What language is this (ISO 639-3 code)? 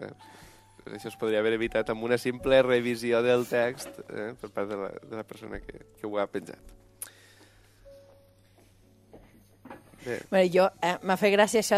cat